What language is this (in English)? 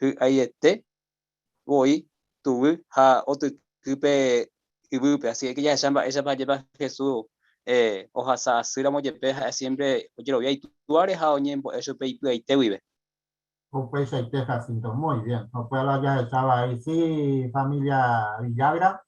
Guarani